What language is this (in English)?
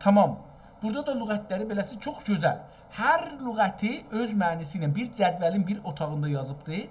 South Azerbaijani